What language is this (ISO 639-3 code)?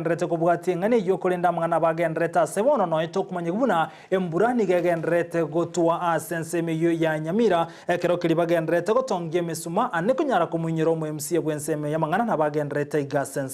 guz